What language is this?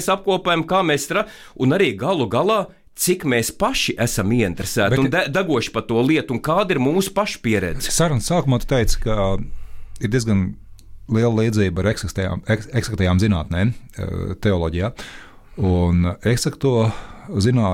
Latvian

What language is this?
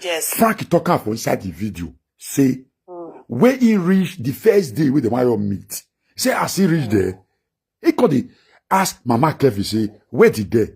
Nigerian Pidgin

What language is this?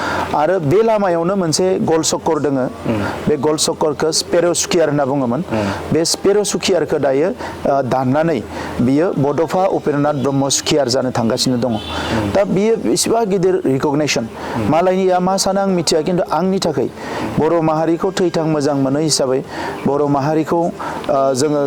Bodo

